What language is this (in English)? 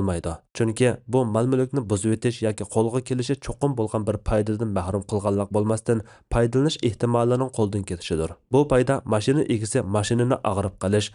Uyghur